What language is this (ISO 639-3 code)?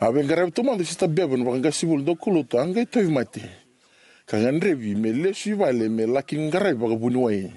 fij